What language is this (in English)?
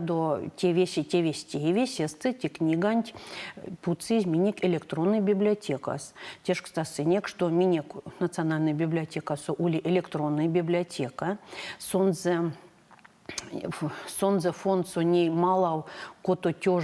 Erzya